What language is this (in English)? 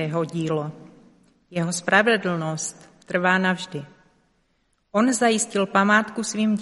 Czech